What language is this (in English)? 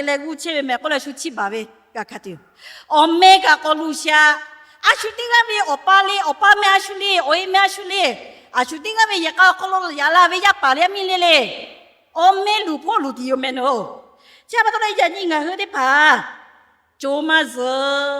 Lahu